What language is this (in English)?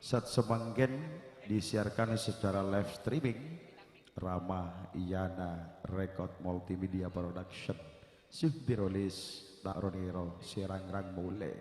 Madurese